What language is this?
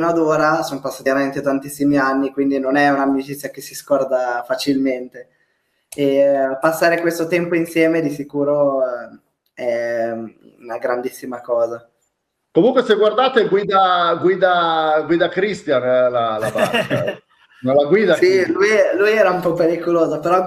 Italian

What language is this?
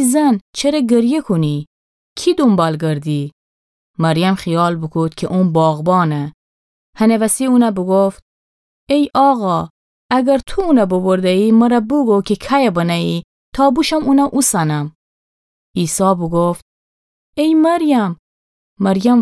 Gilaki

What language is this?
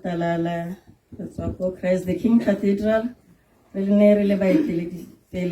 Tswana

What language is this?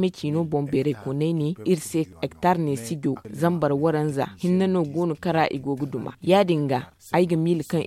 Zarma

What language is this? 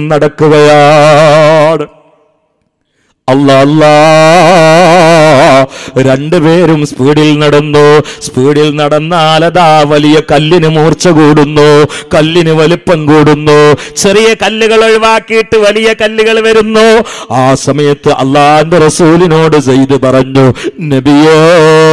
Malayalam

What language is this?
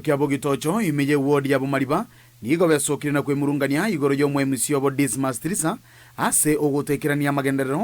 Gusii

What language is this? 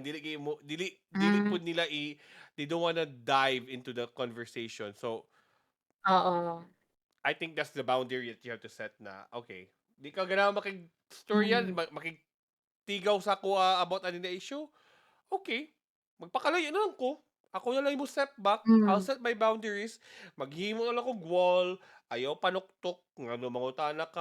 Cebuano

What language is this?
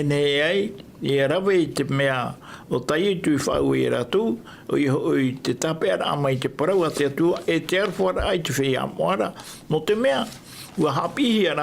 Tahitian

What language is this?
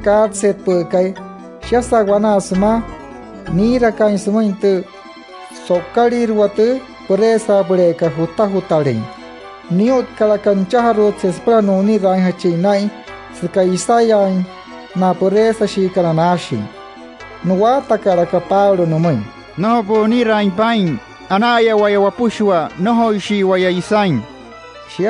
Wayuu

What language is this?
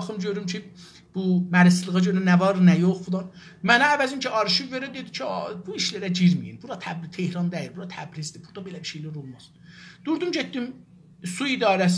South Azerbaijani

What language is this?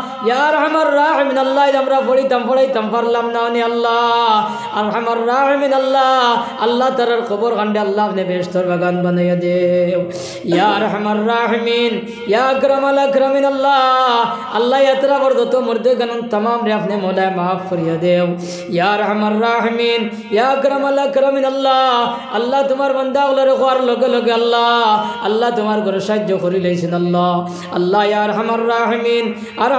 Sylheti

